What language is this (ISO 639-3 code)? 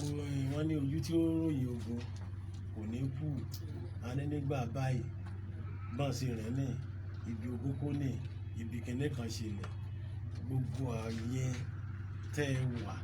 yor